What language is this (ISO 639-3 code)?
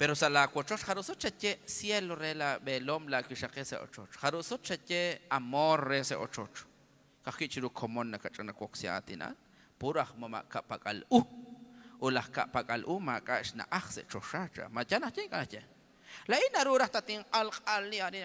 kek